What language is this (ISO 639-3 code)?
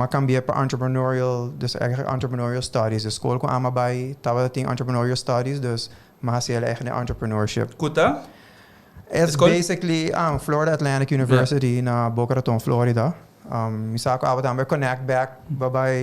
pap